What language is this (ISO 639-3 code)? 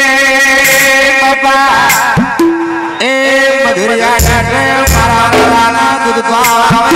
guj